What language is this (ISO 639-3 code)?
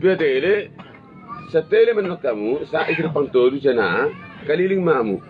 bbc